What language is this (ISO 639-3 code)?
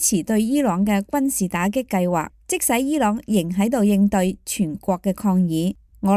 yue